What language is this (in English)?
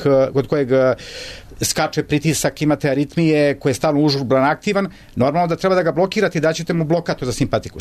Serbian